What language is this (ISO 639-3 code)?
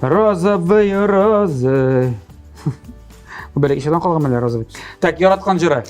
tat